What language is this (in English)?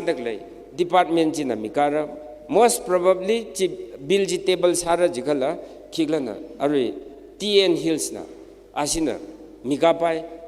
Tangkhul Naga (India)